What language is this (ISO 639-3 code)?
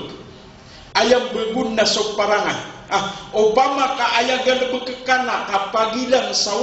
mrw